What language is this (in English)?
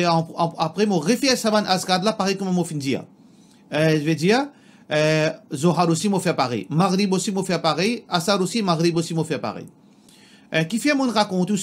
Morisyen